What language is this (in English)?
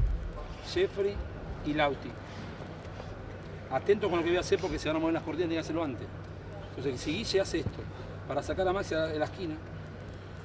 Spanish